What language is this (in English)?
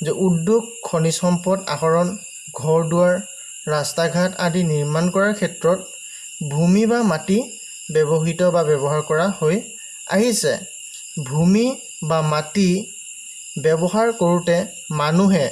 Assamese